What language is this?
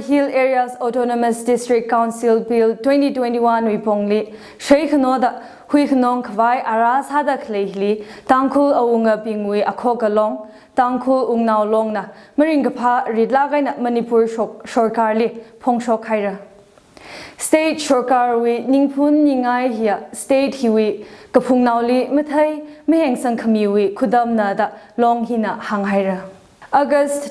Tangkhul Naga (India)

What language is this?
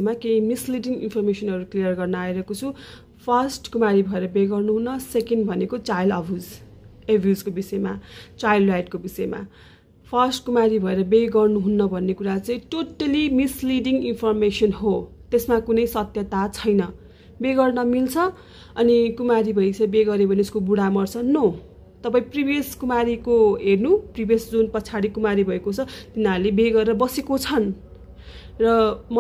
Nepali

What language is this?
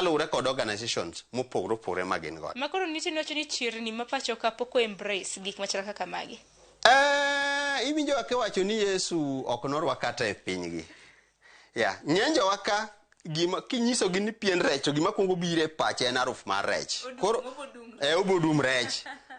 Luo (Kenya and Tanzania)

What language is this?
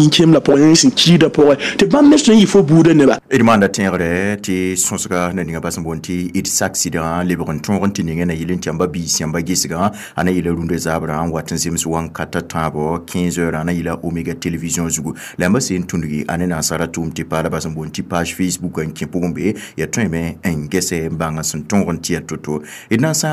Mossi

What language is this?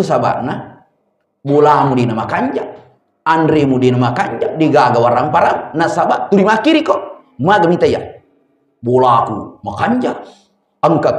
Buginese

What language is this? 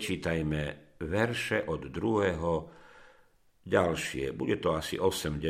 Slovak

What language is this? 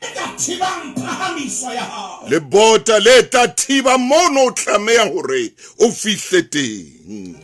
Southern Sotho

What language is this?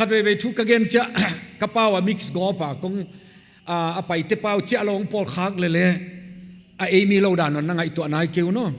Paite Chin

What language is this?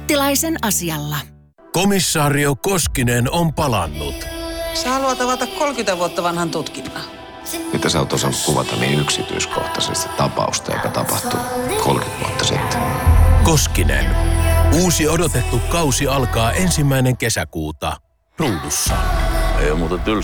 Finnish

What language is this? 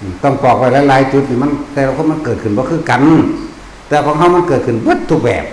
Northeastern Thai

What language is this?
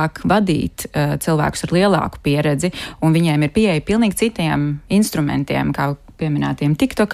Latvian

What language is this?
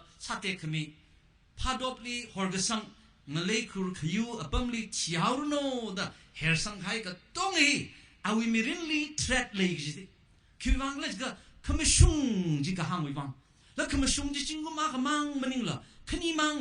Tangkhul Naga (India)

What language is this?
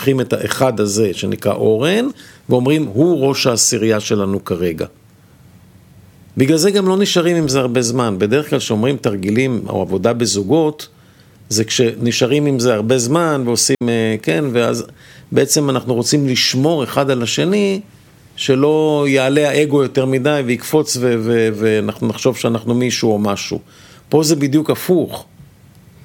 Hebrew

